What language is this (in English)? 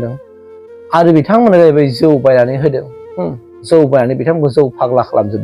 Bodo